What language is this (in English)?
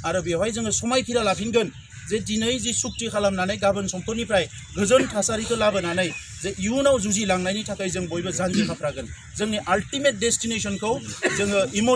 Bodo